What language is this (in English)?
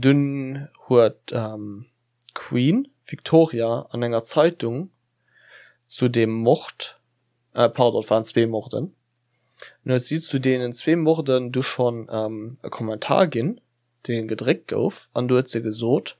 Luxembourgish